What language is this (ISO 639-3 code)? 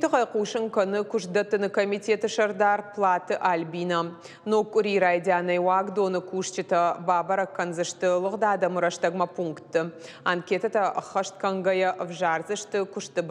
oss